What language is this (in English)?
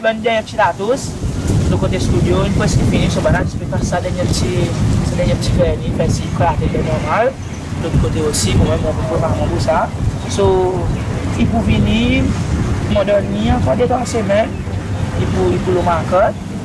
Seselwa Creole French